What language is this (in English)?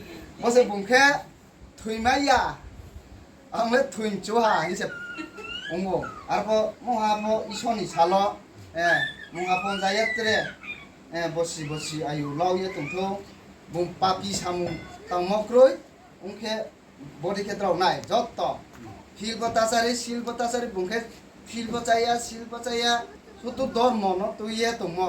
Riang (India)